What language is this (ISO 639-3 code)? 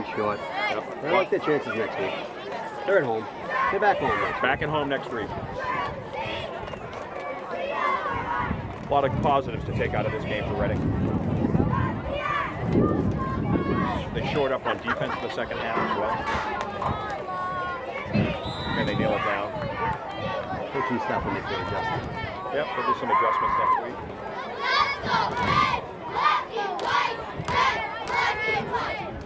eng